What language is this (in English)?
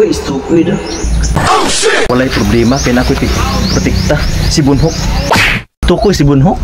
Cebuano